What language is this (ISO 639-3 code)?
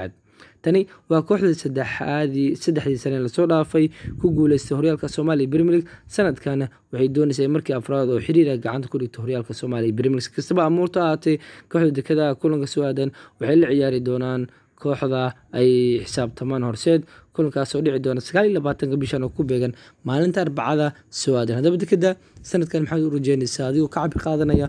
som